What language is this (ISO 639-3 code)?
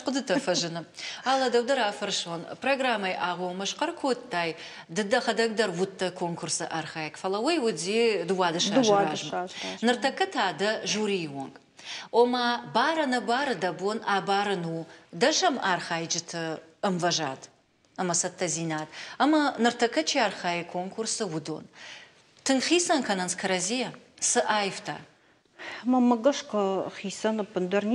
oss